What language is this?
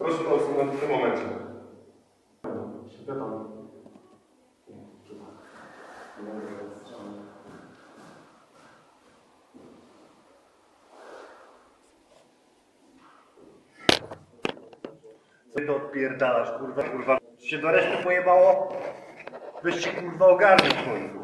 Polish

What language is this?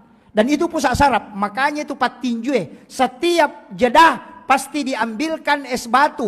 Buginese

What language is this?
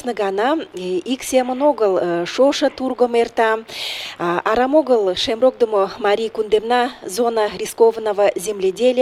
Mari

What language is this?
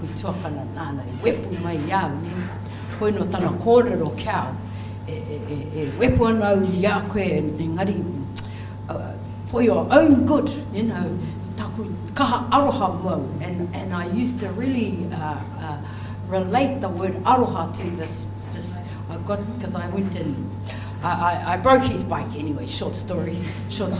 Māori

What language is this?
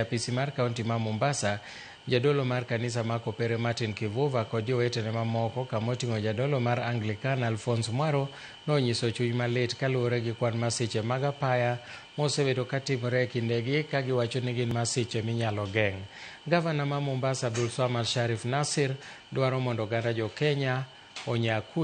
Luo (Kenya and Tanzania)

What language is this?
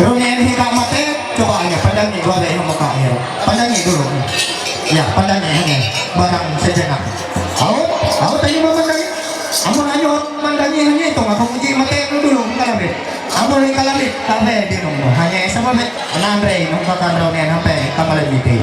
Ma'anyan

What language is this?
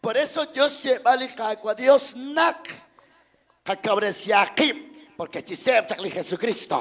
Kekchí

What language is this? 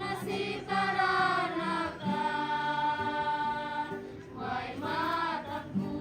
Toraja-Sa'dan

